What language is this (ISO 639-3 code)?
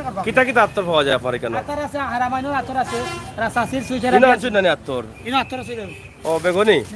syl